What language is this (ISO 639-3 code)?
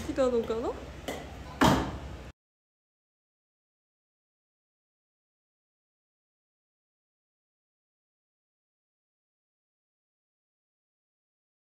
jpn